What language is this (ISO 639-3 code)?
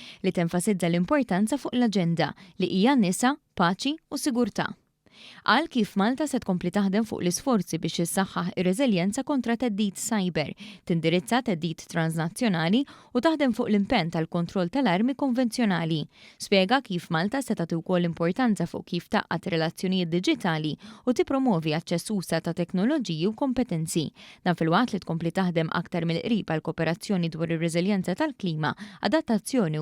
mlt